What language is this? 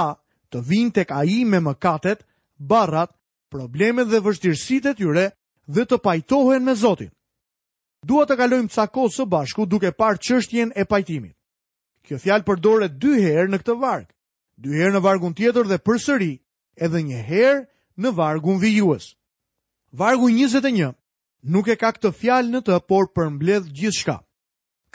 Albanian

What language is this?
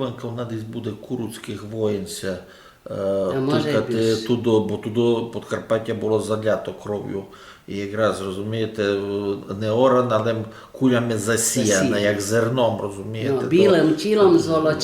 Rusyn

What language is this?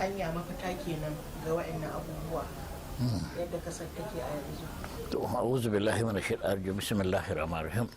Hausa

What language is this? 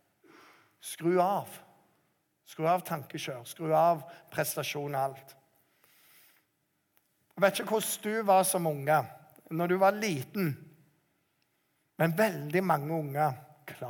Norwegian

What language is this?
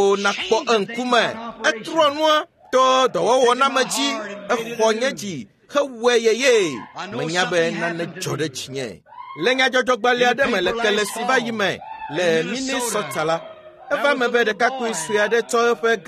Ewe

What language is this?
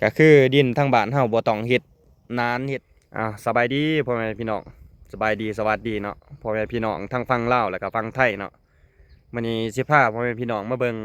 Lao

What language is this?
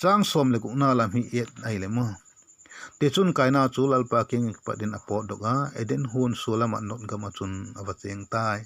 Vaiphei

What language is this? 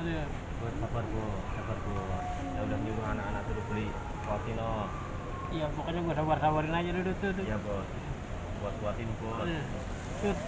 Betawi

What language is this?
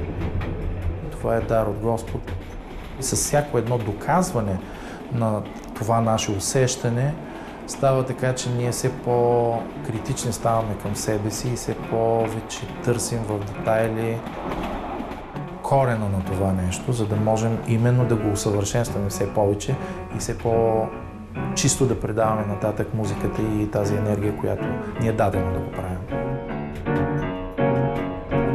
Bulgarian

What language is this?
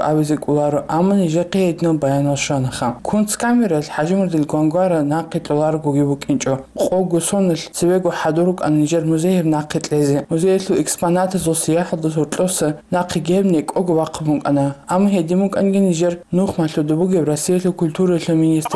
Avaric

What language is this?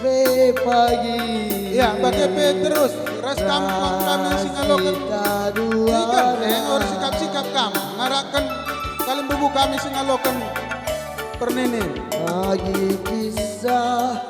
Batak Karo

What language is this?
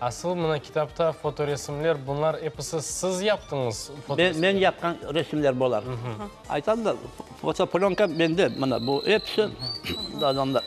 Crimean Tatar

